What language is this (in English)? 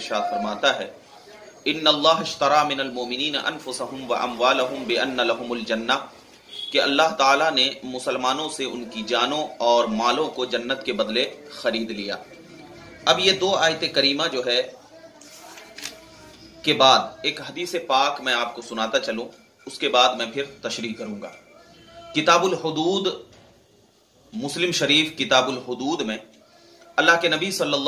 Urdu